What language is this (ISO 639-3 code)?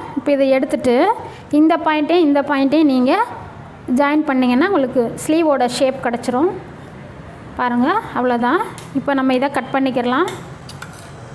tam